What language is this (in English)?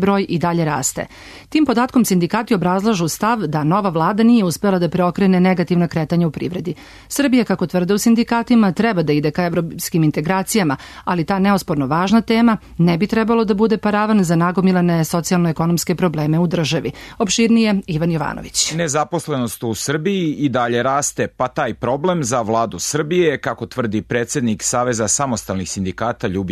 Serbian